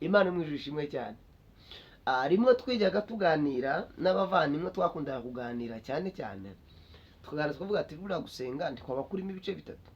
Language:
Kinyarwanda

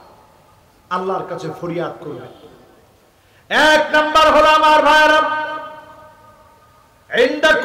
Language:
Bangla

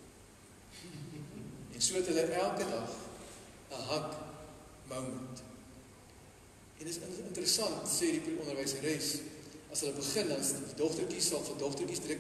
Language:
Afrikaans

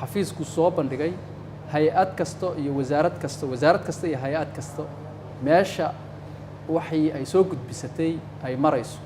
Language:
Somali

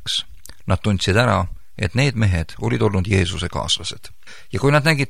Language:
Estonian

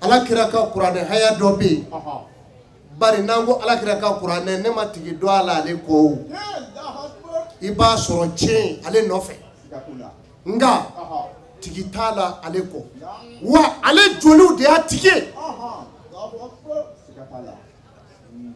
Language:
Bambara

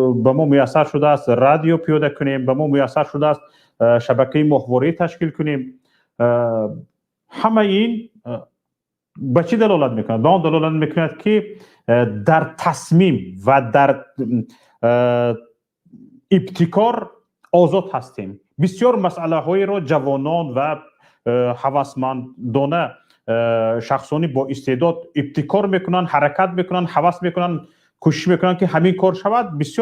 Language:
Tajik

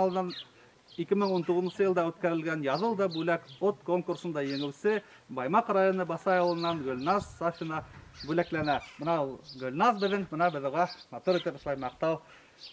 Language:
Bashkir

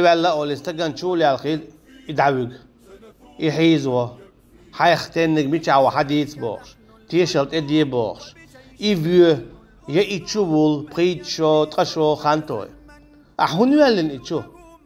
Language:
Chechen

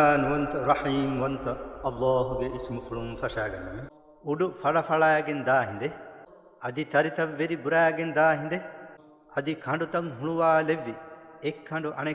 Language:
Divehi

